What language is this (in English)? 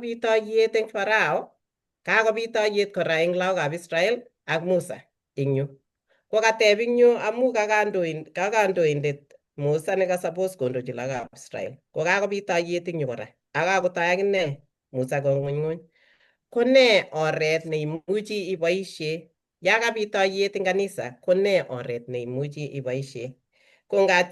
Kalenjin